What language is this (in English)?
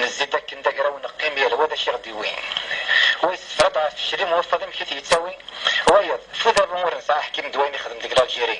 Kabyle